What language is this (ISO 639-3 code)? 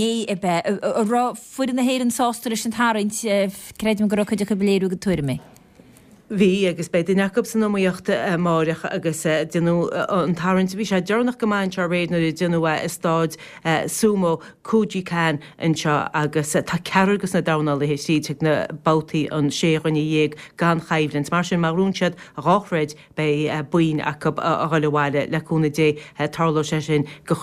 gle